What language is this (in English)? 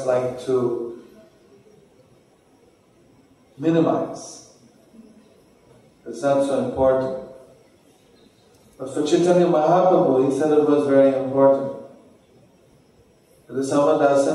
English